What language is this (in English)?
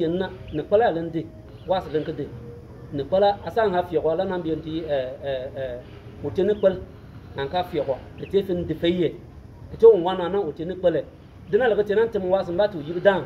Bimoba